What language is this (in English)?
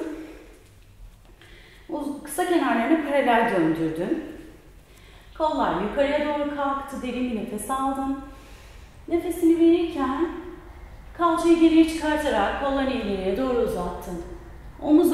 Turkish